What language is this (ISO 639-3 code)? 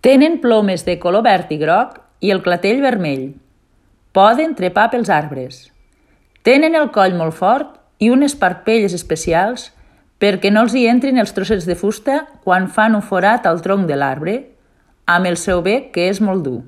cat